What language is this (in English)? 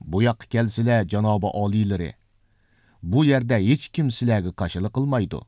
Uyghur